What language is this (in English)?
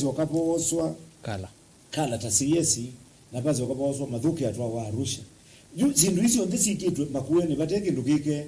Kamba